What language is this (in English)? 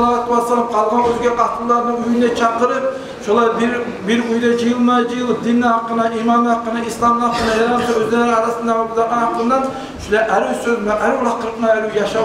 Kumyk